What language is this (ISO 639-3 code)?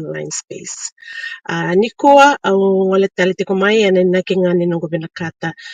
fij